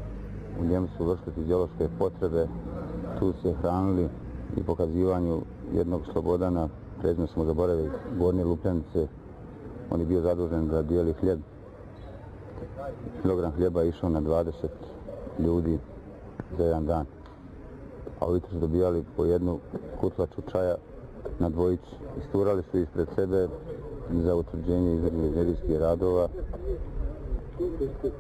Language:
Bosnian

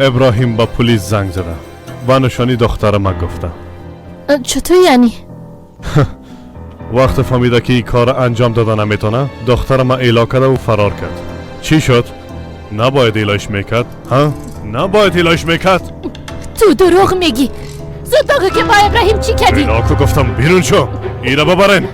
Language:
Persian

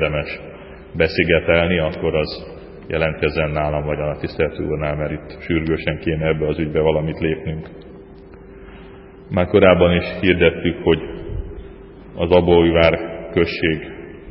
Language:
Hungarian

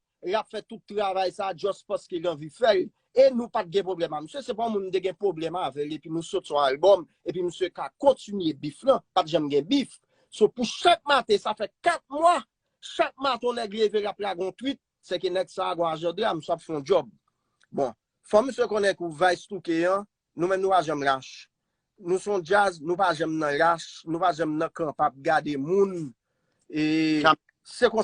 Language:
Haitian Creole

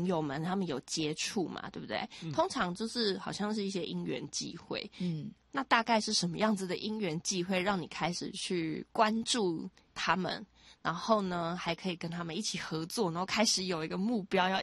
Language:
Chinese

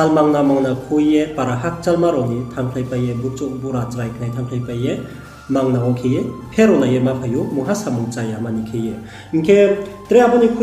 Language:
Riang (India)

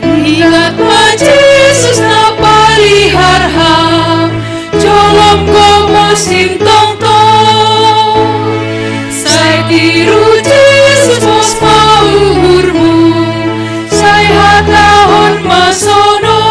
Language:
Batak Simalungun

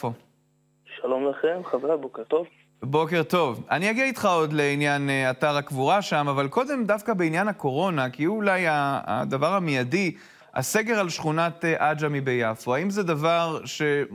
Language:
Hebrew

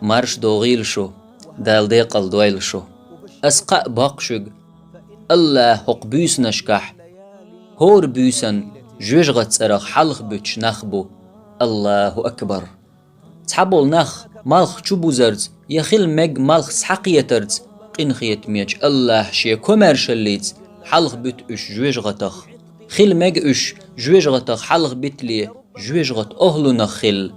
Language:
Chechen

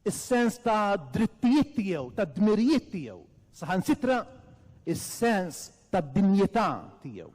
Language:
Maltese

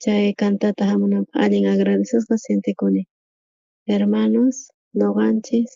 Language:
South Bolivian Quechua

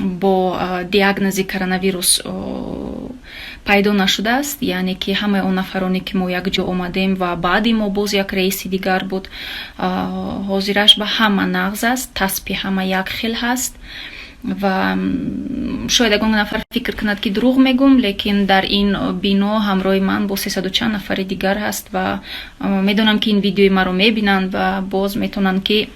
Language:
Tajik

